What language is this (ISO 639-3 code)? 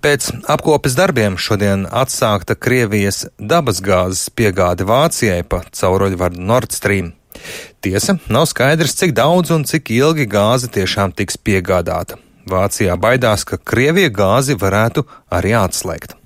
lav